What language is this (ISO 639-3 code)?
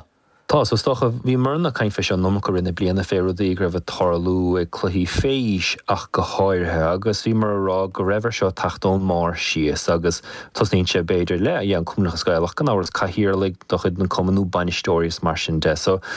gle